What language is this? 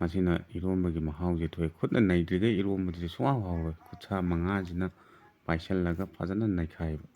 Manipuri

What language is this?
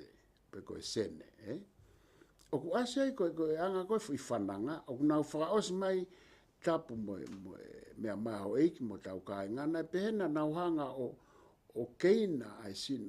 Tongan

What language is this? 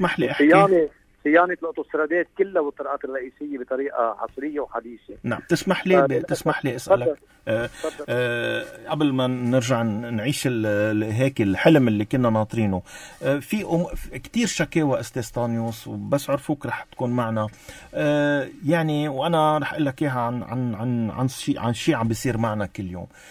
North Levantine Arabic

